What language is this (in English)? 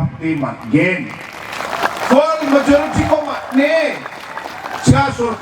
Garo